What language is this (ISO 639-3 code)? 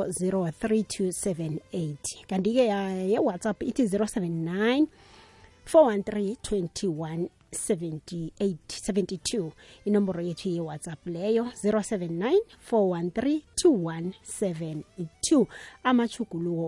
nbl